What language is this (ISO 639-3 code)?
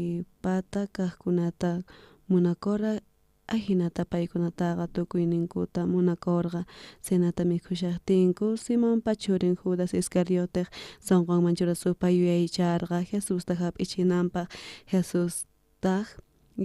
quh